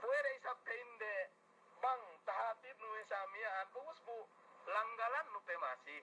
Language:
Yakan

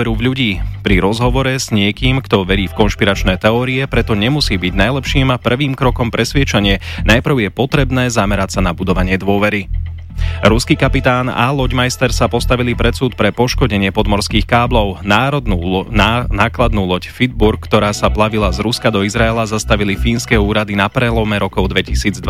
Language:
Slovak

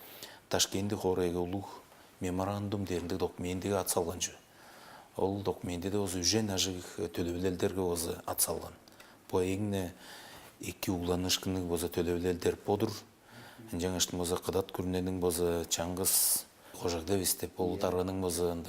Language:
Tuvinian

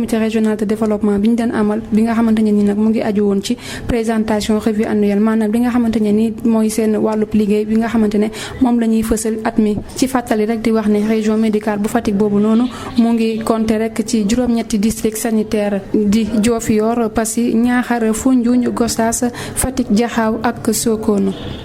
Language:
Wolof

